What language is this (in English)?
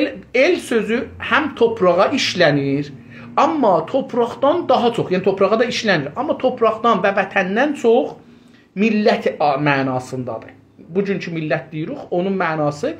South Azerbaijani